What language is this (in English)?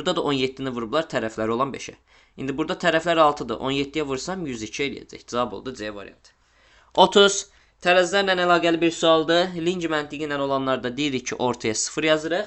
Azerbaijani